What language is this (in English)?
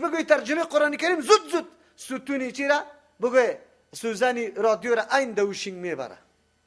Persian